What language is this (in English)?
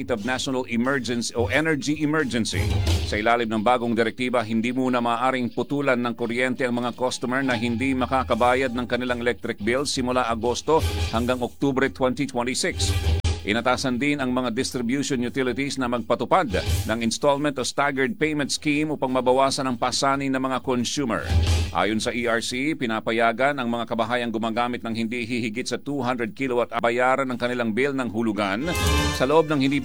Filipino